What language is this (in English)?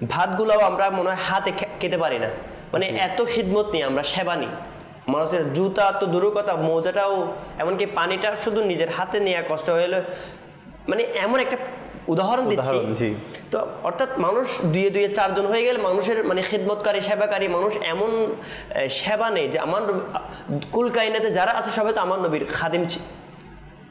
Bangla